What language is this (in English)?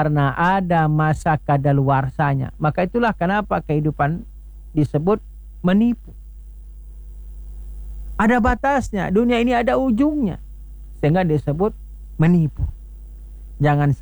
Indonesian